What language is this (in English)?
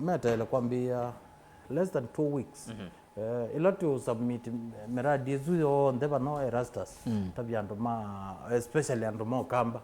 Kamba